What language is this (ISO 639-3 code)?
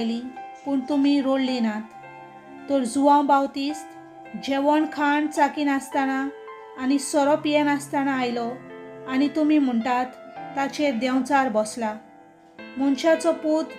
kok